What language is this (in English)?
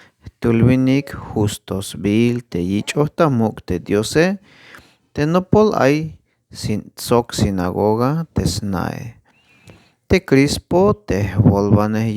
Tzeltal